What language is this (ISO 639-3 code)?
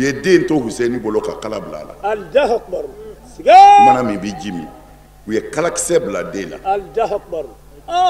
bam